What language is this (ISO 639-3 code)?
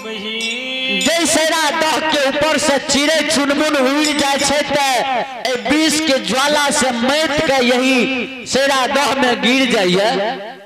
mai